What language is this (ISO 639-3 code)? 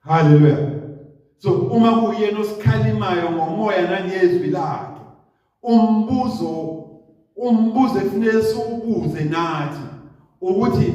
zul